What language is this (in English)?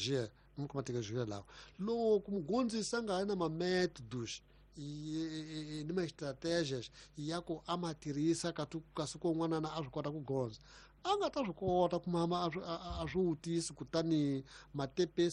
Tsonga